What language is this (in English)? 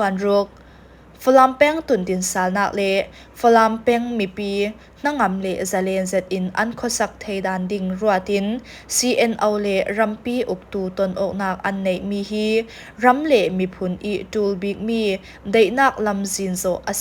Falam Chin